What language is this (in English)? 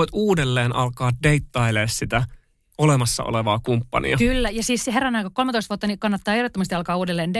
Finnish